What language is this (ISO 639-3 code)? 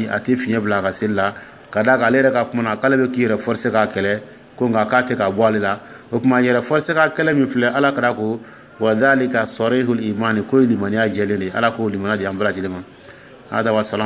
dyu